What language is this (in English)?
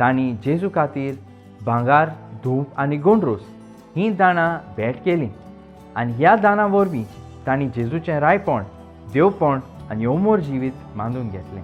Konkani